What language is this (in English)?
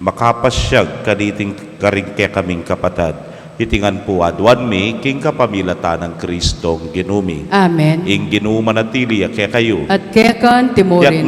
Pampanga